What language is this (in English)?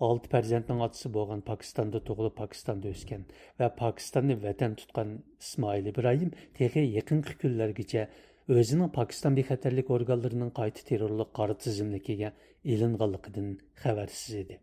Uyghur